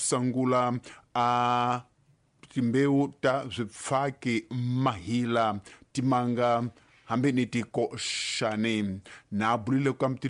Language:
Tsonga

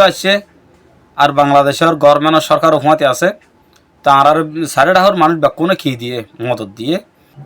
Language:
Rohingya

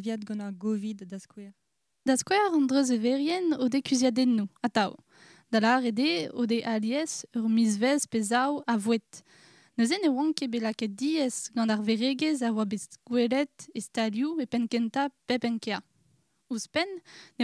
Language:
Breton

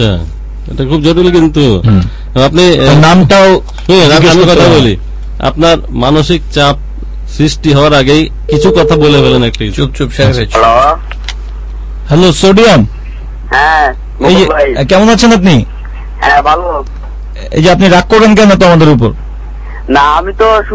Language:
Bangla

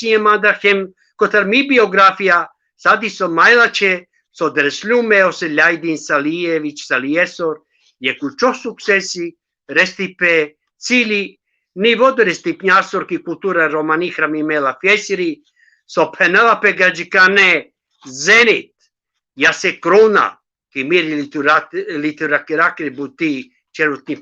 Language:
Balkan Romani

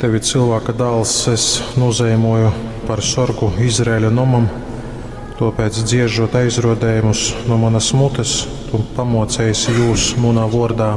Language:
Latgalian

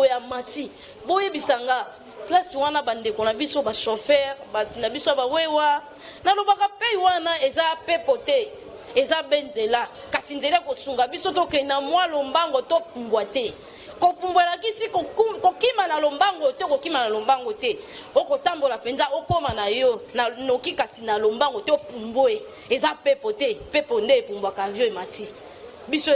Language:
Lingala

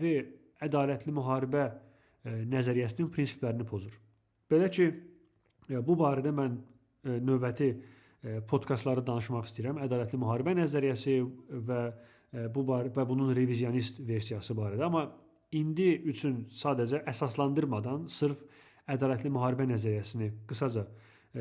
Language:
Azerbaijani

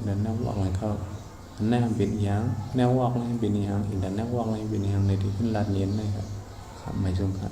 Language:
Shan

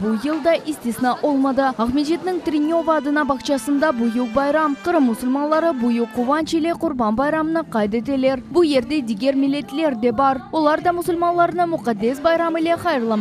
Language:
Crimean Tatar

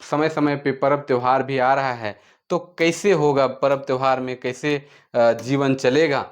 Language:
Sadri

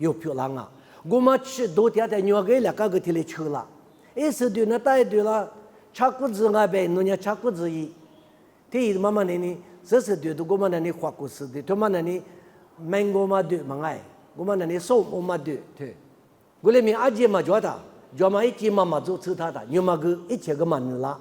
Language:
Lisu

